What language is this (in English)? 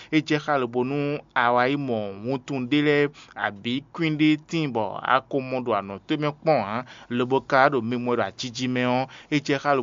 Fon